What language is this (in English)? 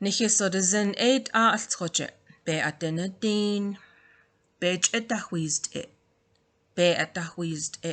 Navajo